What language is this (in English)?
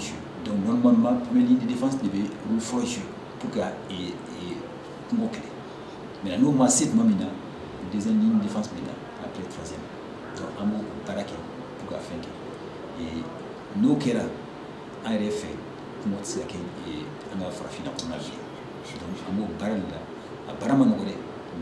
Bambara